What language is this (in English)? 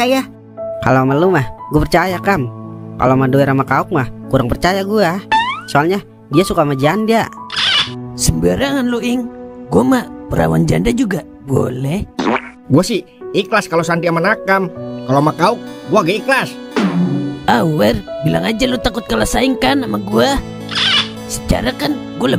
Betawi